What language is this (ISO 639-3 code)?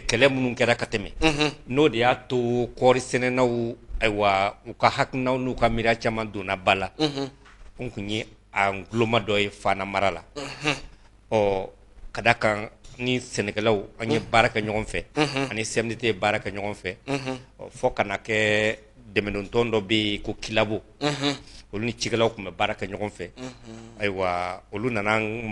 bam